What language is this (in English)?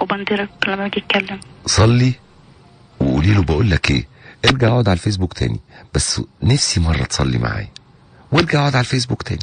Egyptian Arabic